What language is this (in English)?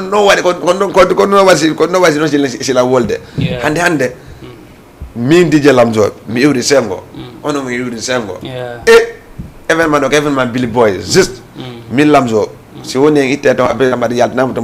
Fula